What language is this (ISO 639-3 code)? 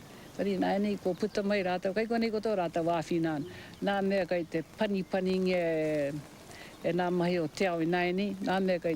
mri